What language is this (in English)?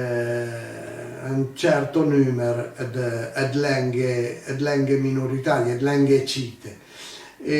Piedmontese